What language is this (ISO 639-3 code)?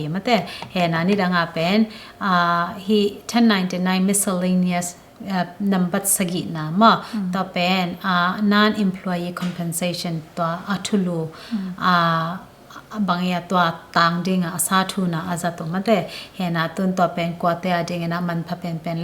ctd